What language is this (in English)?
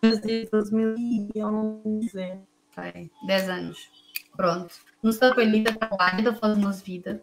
Kabuverdianu